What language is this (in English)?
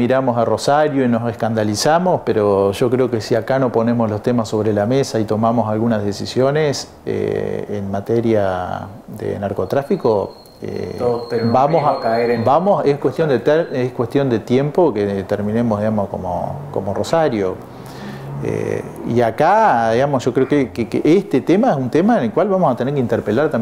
Spanish